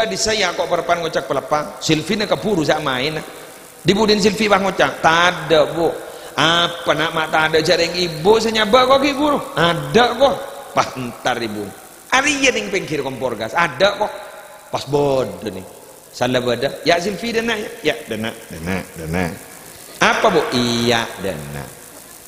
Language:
Madurese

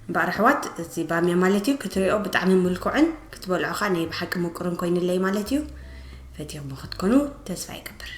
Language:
Tigrinya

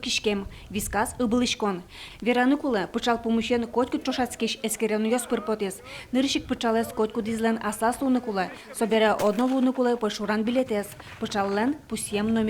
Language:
Udmurt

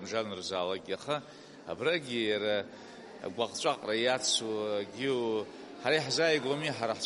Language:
Abkhazian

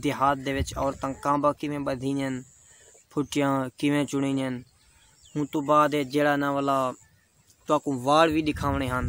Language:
Saraiki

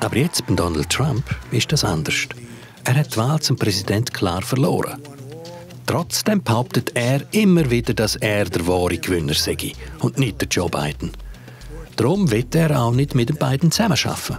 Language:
Swiss German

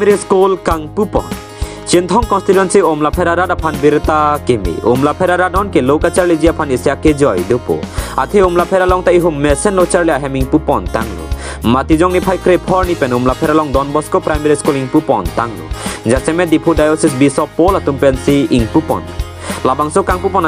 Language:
Karbi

